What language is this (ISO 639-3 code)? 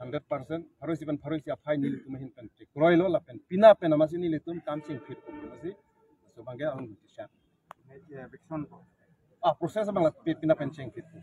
mjw